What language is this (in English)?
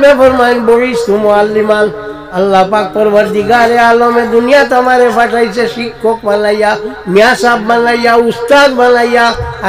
Sylheti